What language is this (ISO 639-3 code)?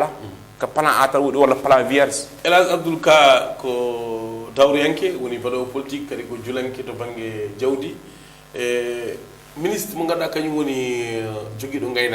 ful